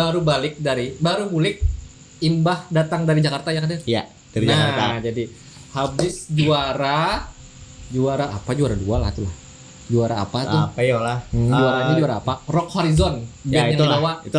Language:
Banjar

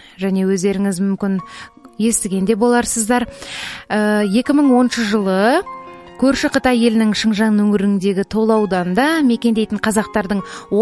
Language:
Kazakh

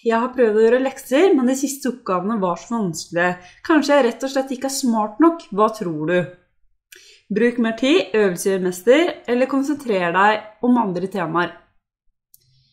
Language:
Norwegian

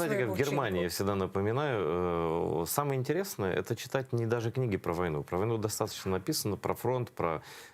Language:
Crimean Tatar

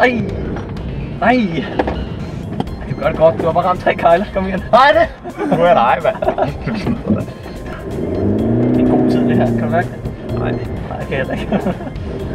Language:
Danish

